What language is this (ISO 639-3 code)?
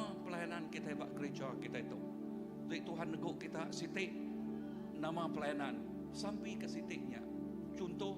iba